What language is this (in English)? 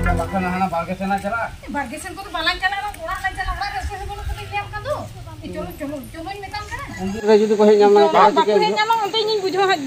Santali